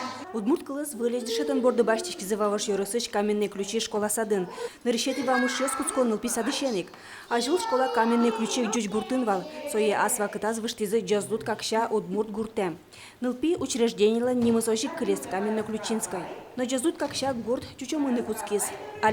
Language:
Udmurt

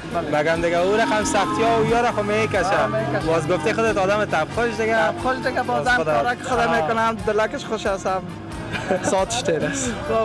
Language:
Persian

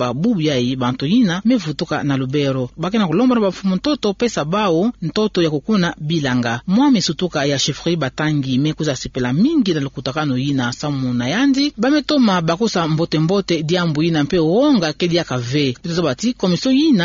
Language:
Kituba (Democratic Republic of Congo)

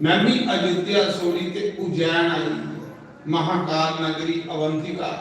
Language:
Dogri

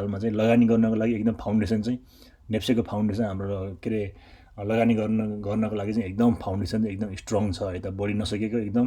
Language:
Nepali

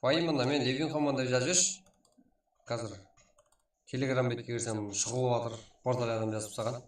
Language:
Kara-Kalpak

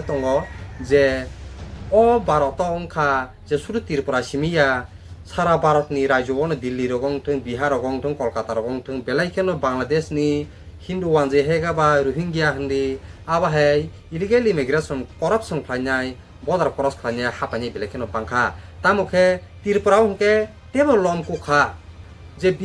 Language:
Kok Borok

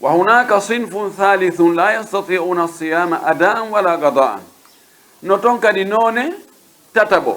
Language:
Pular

